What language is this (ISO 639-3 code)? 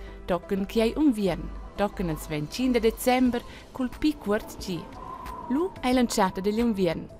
roh